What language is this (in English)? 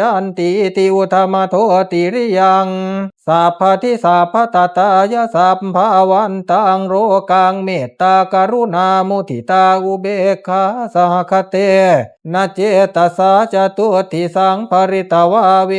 Pali